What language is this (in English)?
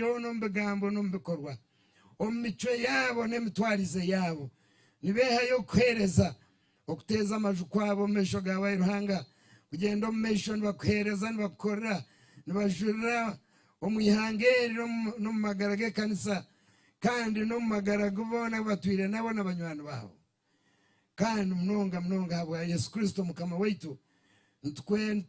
Nyankole